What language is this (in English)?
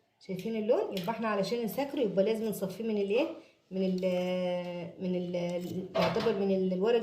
Egyptian Arabic